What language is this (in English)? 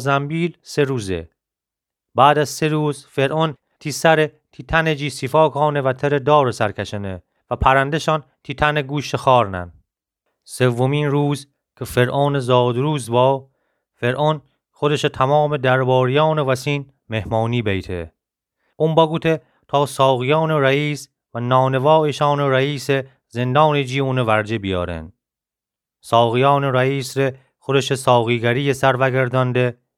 Gilaki